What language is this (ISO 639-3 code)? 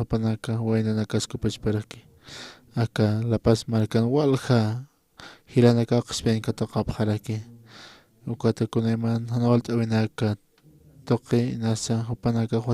aym